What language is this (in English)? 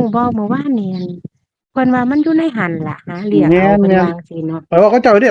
Northeastern Thai